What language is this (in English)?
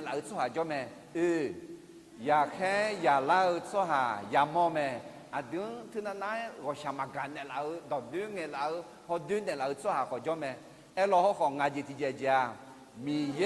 Akha